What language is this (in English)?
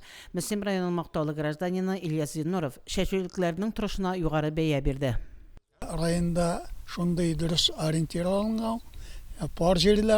Tatar